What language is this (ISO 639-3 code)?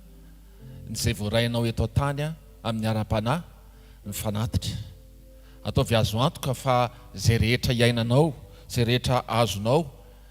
mlg